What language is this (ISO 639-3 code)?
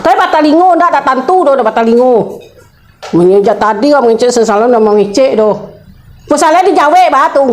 min